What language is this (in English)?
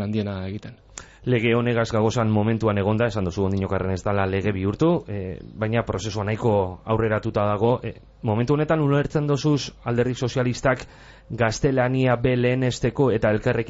Basque